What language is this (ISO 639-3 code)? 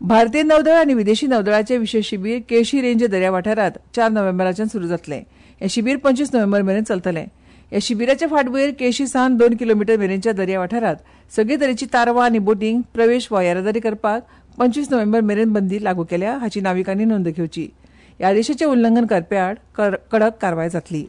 kok